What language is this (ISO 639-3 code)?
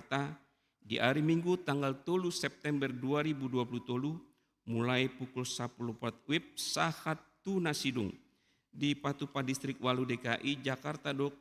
bbc